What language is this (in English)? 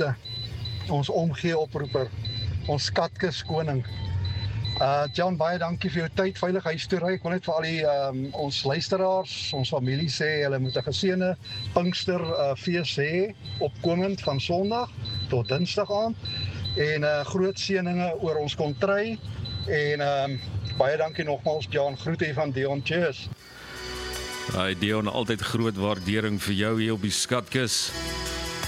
Afrikaans